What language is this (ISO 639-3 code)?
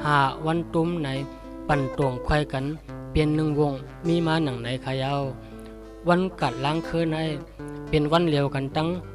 shn